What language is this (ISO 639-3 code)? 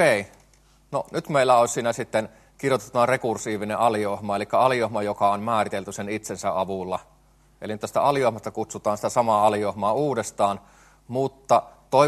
fin